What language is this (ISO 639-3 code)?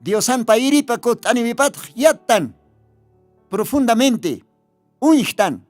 aym